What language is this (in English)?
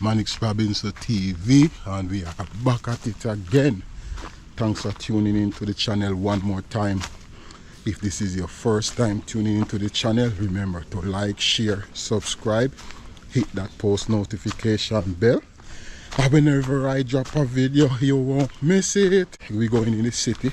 Jamaican Creole English